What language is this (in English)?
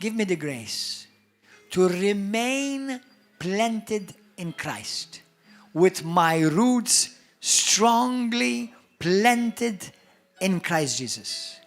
English